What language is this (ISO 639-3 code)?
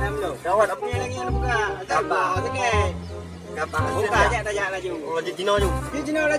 ace